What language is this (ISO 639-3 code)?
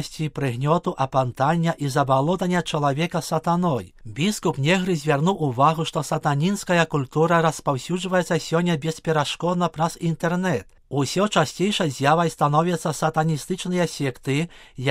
bel